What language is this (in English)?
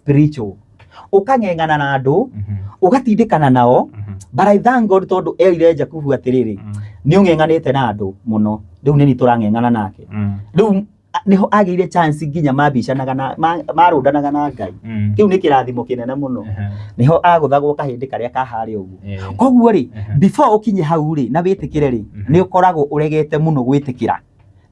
Kikuyu